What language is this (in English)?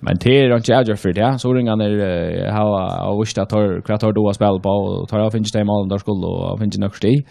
Faroese